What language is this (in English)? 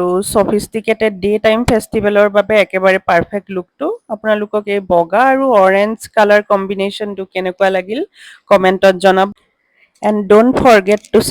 Assamese